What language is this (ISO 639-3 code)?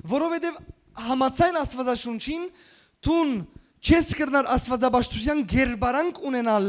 hyw